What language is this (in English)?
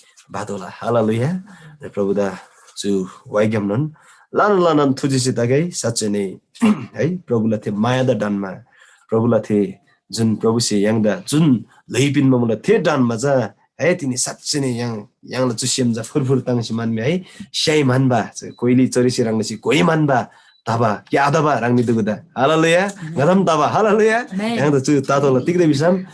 Eastern Tamang